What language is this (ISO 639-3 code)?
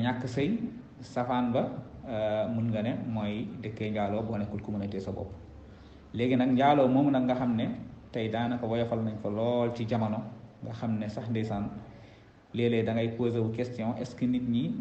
wol